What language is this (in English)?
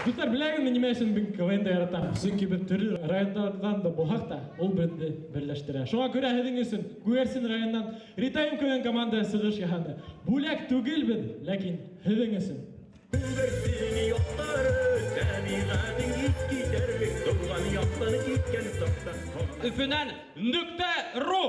Bashkir